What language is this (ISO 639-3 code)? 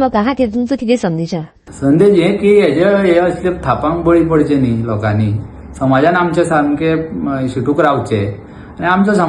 kok